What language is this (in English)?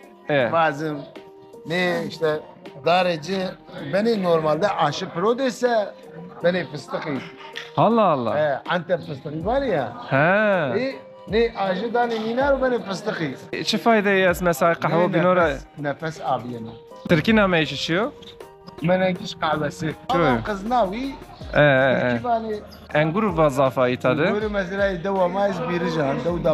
Zaza